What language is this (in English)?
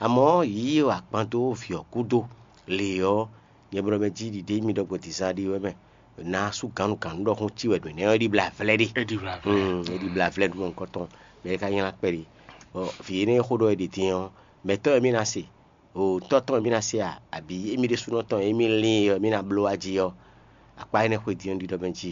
Fon